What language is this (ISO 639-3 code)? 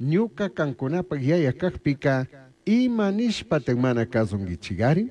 qug